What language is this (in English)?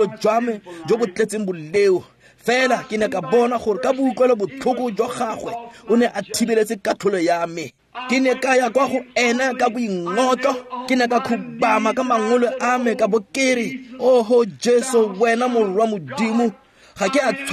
Tswana